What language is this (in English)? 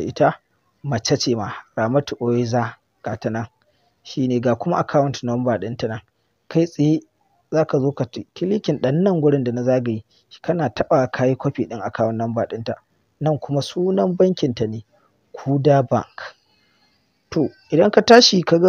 Hausa